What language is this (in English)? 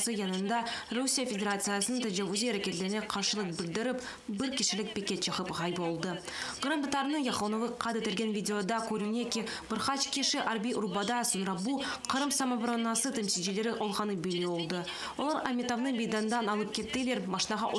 Crimean Tatar